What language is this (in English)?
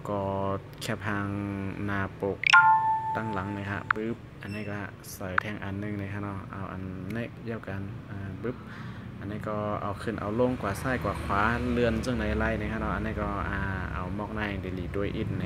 Shan